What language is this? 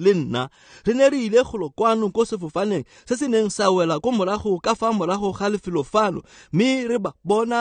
Tswana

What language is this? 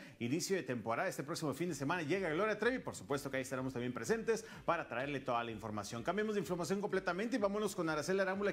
Spanish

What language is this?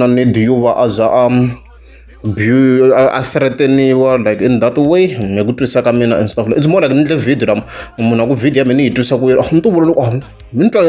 Tsonga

